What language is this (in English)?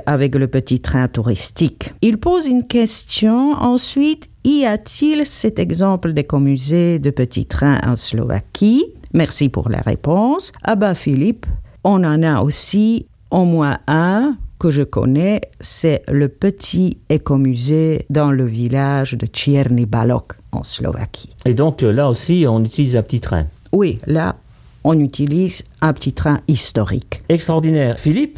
French